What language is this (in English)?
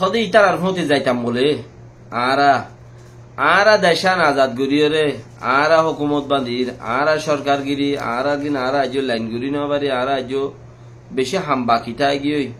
Rohingya